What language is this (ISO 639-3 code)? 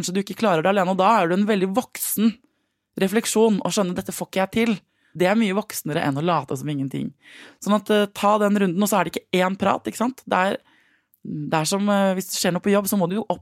nor